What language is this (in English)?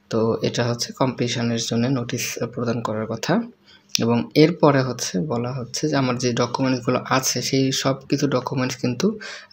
Bangla